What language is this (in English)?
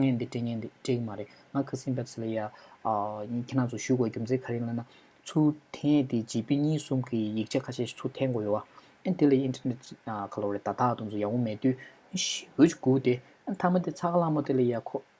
Tibetan